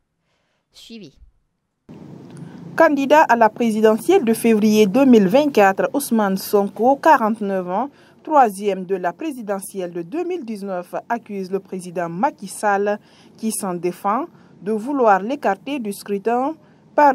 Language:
French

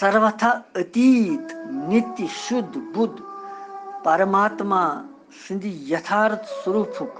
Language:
Kashmiri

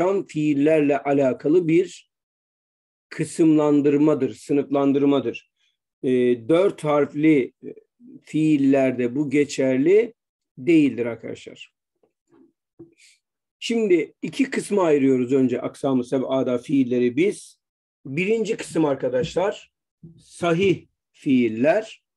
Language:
Turkish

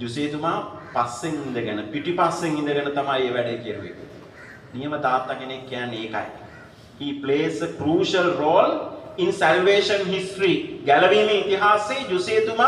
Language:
Sinhala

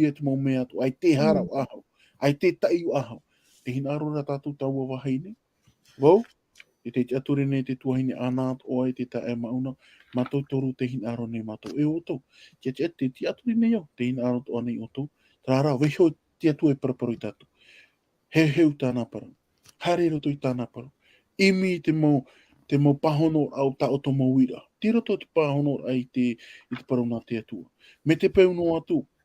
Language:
Tahitian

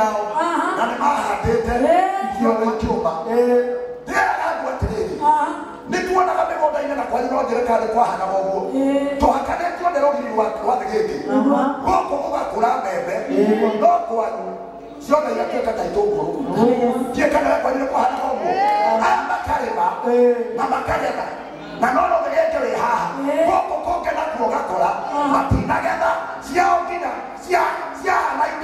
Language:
Kikuyu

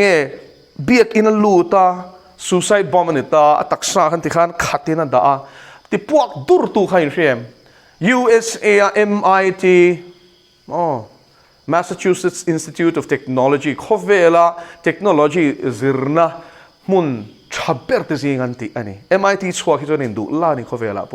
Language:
Mizo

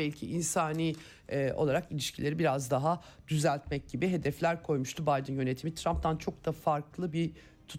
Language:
Turkish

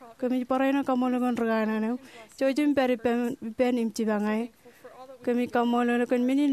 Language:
Marshallese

